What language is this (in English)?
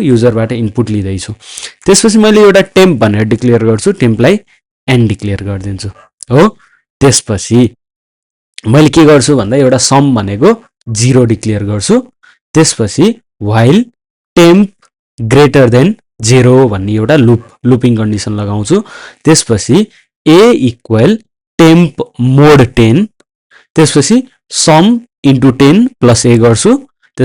Nepali